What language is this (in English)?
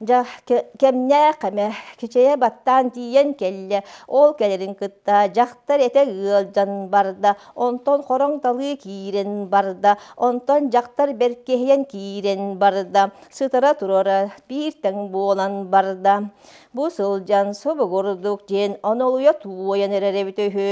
Yakut